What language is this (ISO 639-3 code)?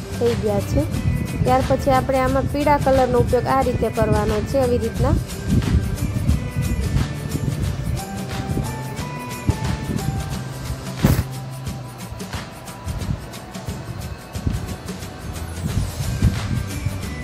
guj